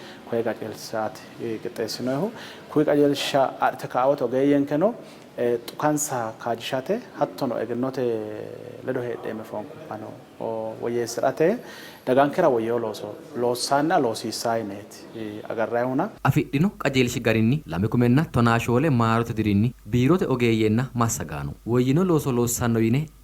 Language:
Sidamo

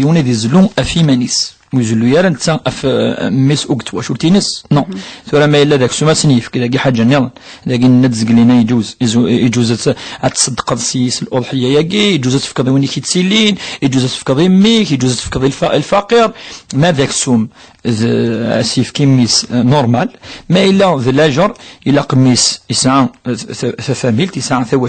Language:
Kabyle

